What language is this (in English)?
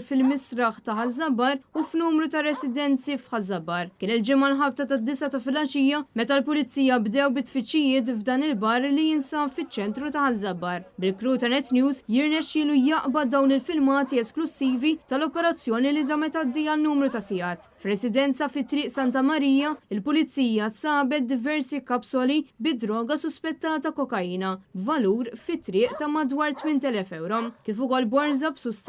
Maltese